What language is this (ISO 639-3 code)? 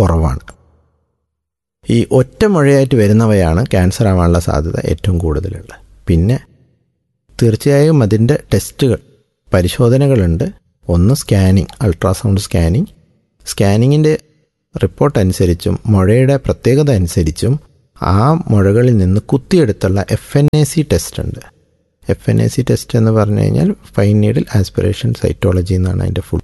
mal